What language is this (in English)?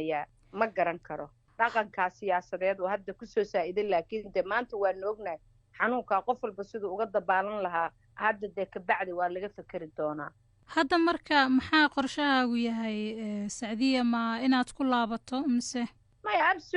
Somali